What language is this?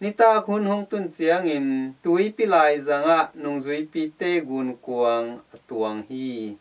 Tedim Chin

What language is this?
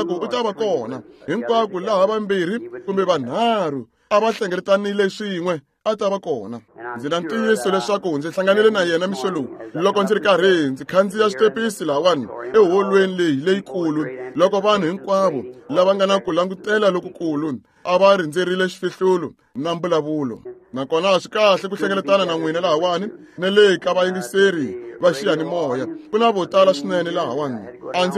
Tsonga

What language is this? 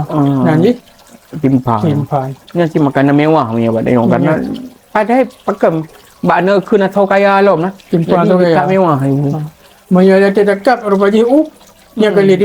Achinese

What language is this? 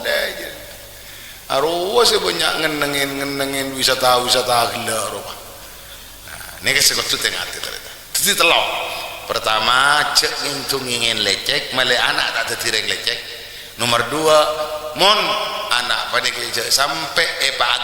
Madurese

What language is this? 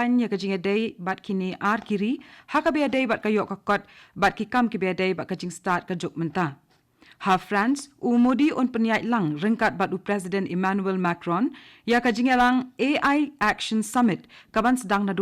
Khasi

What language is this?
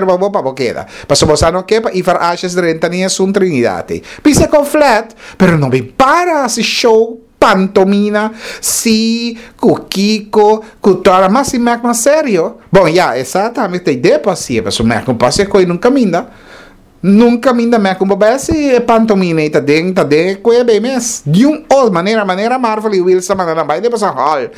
Papiamento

